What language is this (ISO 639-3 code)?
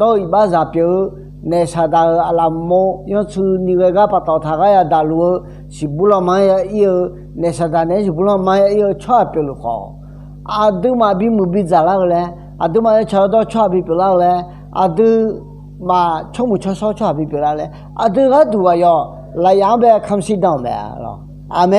ahk